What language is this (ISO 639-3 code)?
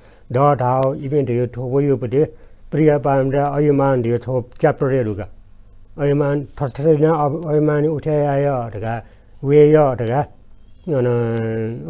new